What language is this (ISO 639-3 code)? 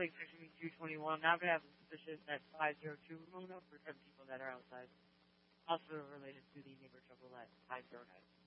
eng